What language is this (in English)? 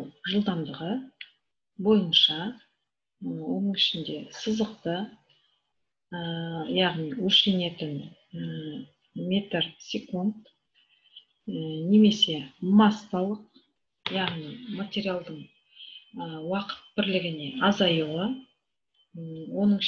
Kazakh